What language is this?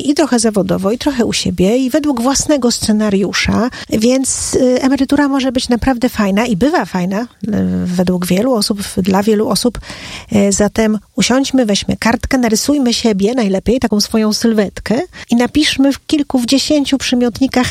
Polish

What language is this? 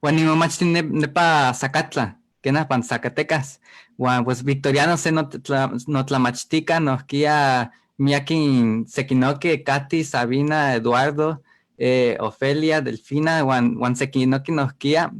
Eastern Huasteca Nahuatl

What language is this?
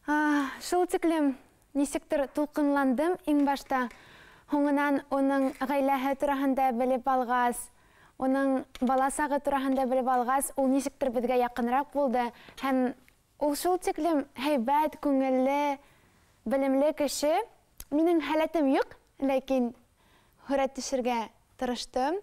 Bashkir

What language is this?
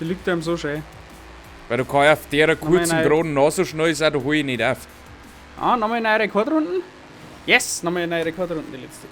Bavarian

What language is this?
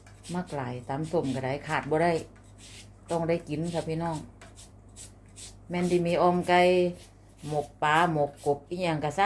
Thai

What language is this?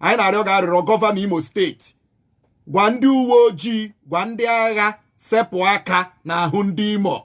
Igbo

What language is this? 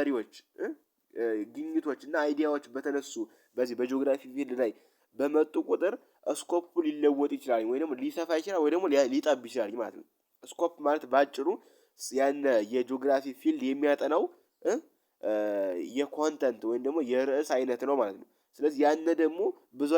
Amharic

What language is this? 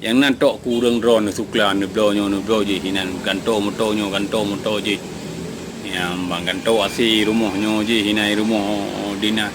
Achinese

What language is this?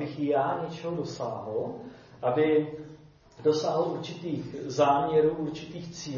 Czech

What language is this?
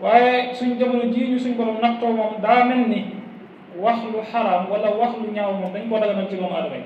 Wolof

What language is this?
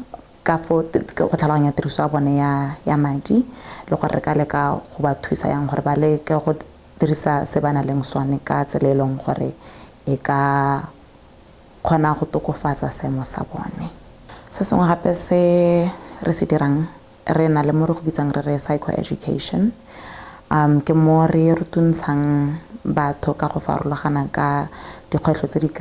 Tswana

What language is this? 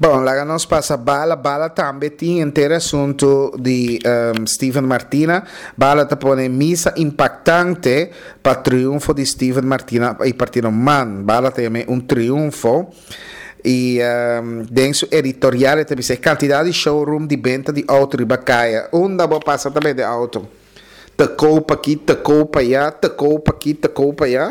Papiamento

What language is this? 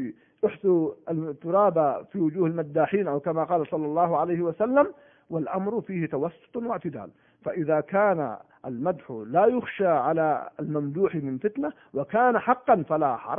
Arabic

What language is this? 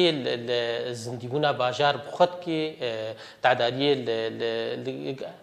Kurdish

